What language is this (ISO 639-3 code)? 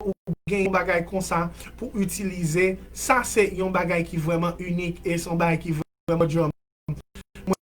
hat